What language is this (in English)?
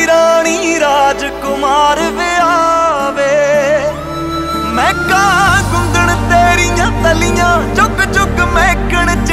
Punjabi